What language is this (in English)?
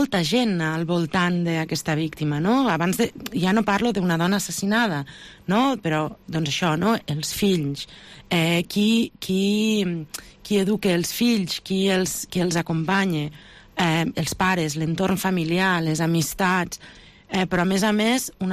Catalan